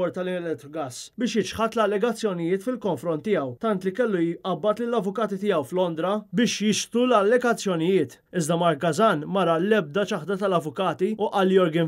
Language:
Maltese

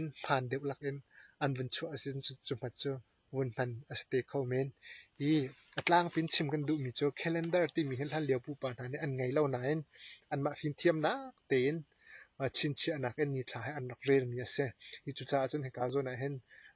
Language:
Hakha Chin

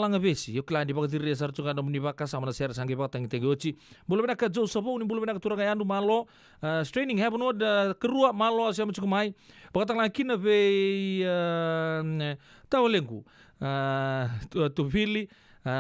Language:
Fijian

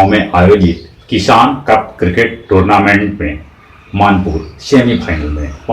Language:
Magahi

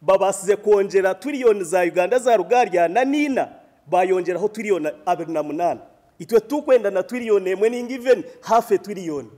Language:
Nyankole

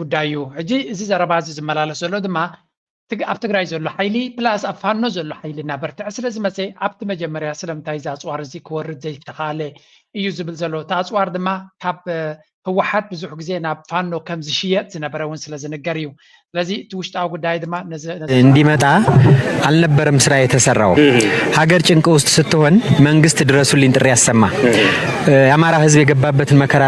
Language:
Tigrinya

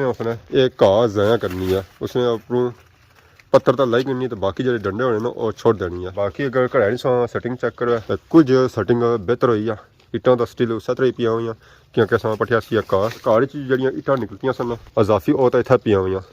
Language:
Pahari-Potwari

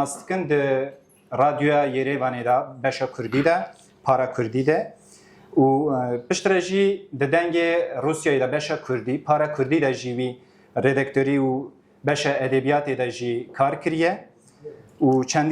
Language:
Kurdish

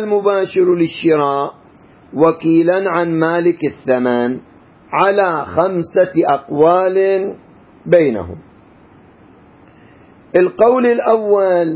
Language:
Arabic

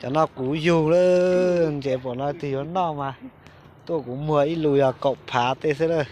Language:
Hmong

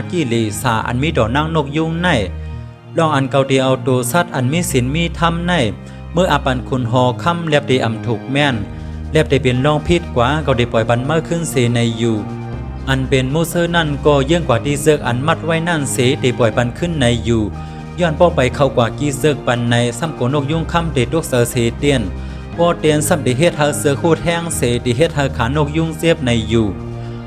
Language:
Shan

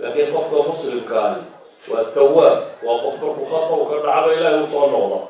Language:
Somali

